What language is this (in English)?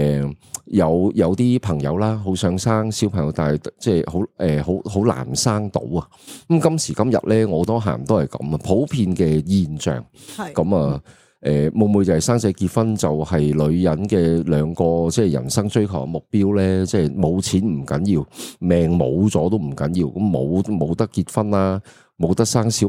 Cantonese